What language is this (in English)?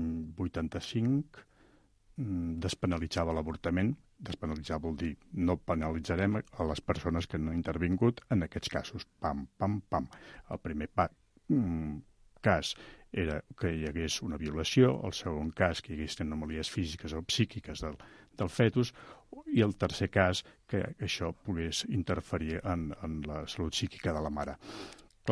Catalan